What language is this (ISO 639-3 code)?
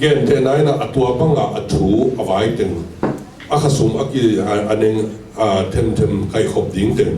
ctd